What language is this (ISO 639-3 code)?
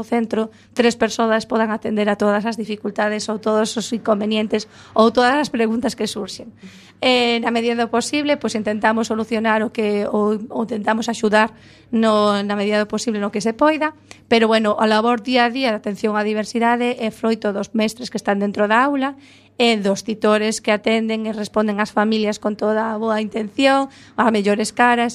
glg